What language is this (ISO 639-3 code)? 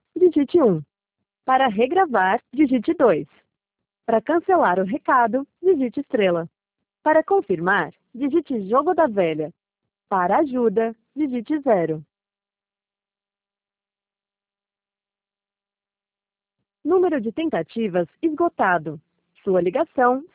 por